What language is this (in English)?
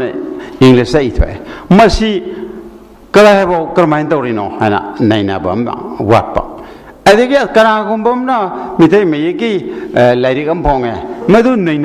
Manipuri